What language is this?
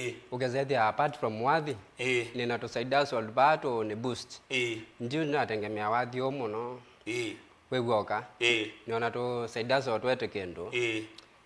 Kamba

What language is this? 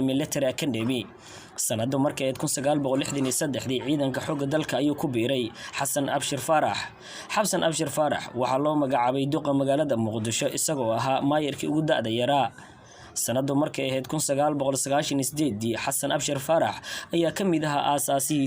Somali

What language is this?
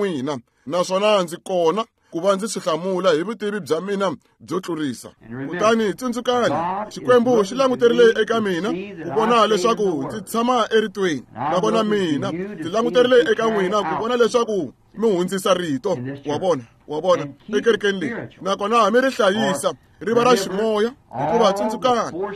Tsonga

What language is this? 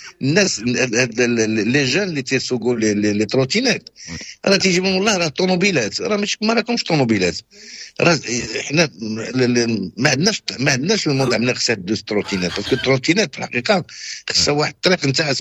Moroccan Arabic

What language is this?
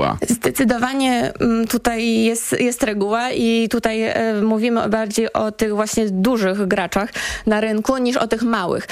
Polish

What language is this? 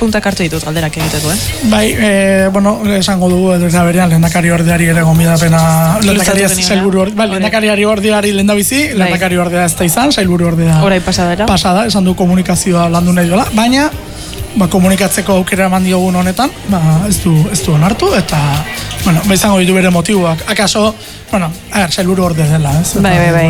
Basque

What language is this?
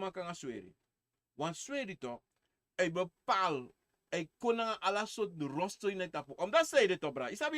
Sranan Tongo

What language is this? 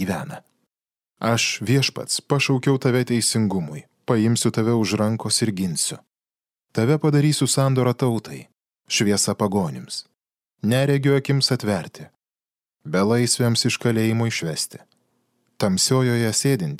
Lithuanian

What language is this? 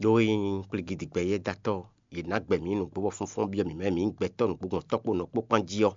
Fon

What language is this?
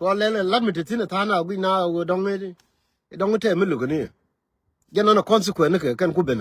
Nuer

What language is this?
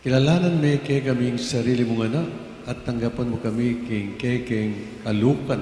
Pampanga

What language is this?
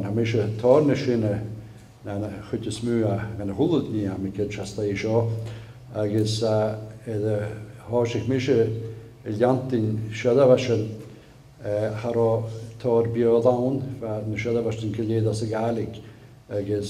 Scottish Gaelic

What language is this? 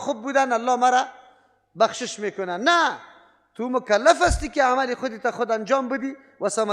Persian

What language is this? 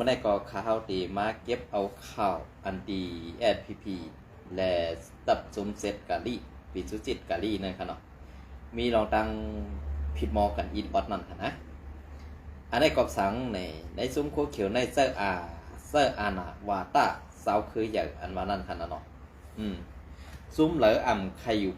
Shan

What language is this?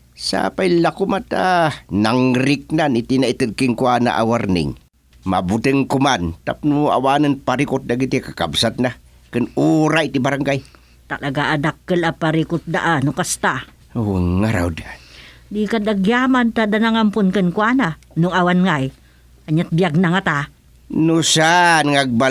Iloko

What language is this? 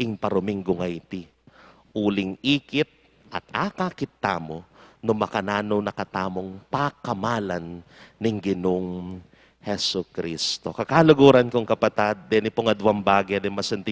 Pampanga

